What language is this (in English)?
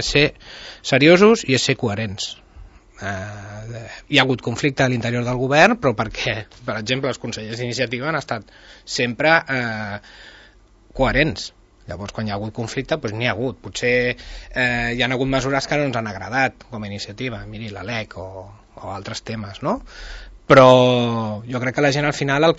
Catalan